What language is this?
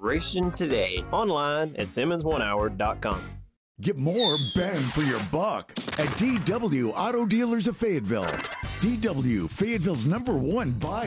English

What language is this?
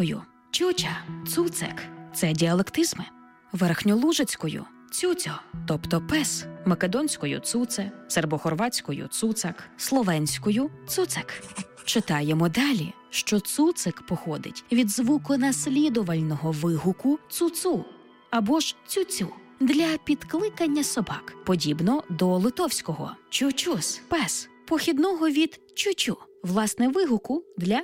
Ukrainian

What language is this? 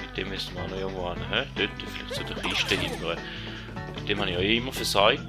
Swiss German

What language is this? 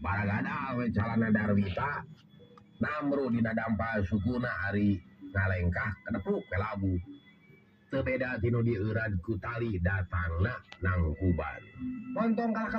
Sundanese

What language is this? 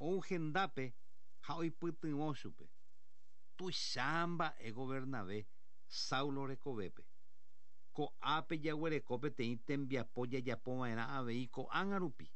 Guarani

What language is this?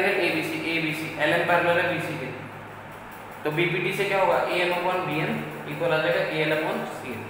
Hindi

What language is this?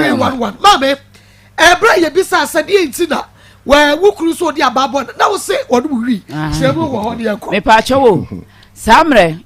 Akan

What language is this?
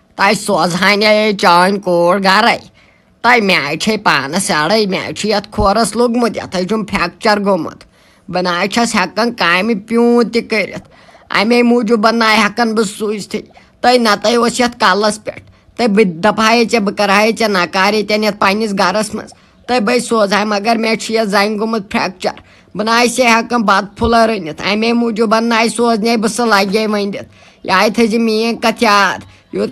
Kashmiri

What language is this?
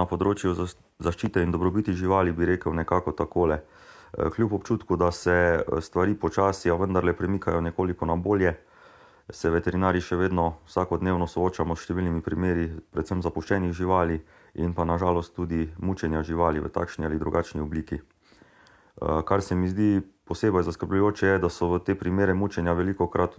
Slovenian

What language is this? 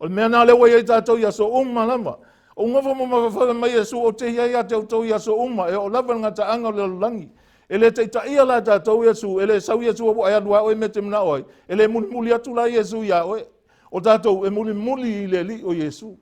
Samoan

